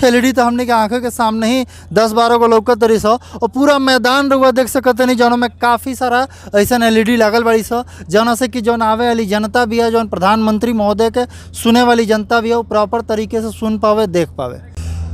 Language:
Bhojpuri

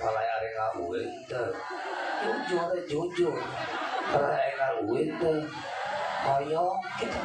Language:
Sundanese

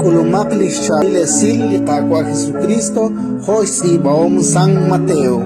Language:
Kekchí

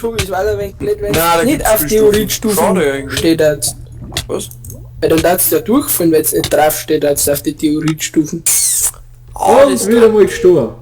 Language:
Bavarian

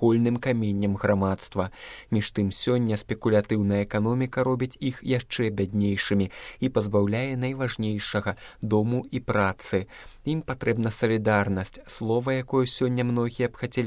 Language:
Belarusian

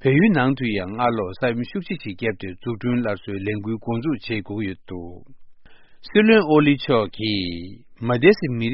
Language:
Tibetan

